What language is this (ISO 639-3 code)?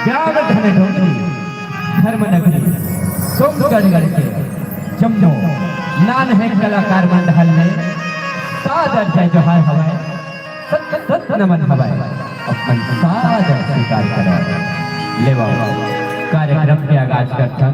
hne